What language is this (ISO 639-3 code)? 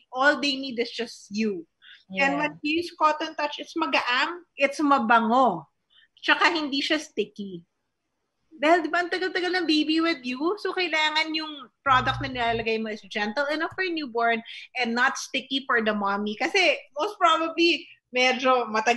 fil